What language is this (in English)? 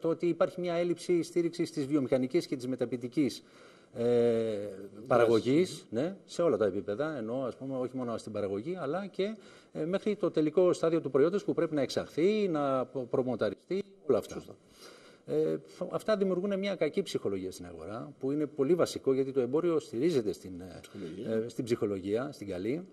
Greek